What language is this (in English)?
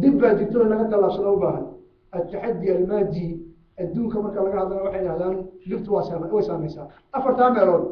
Somali